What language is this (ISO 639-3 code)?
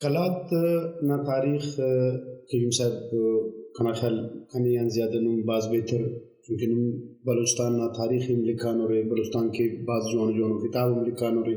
brh